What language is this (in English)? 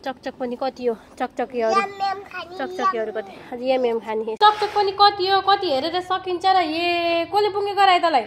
Nepali